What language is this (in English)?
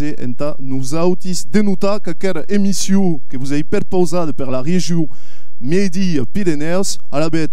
Occitan